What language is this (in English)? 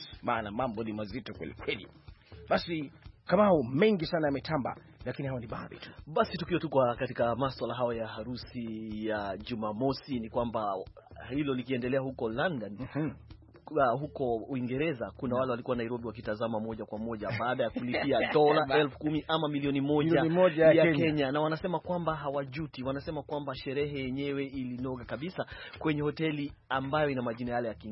Swahili